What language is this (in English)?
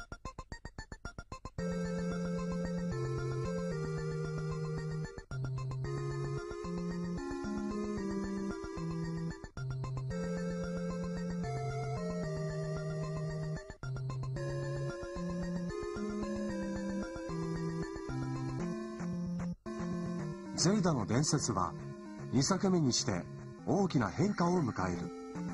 Japanese